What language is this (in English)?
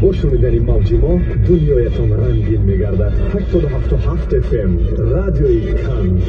Tajik